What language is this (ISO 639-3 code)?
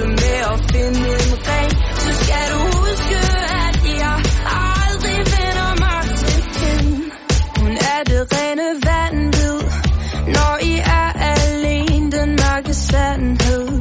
dan